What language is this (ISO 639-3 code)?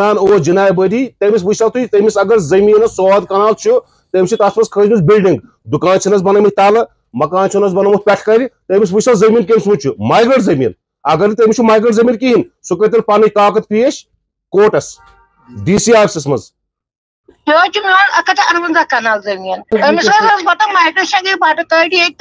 kas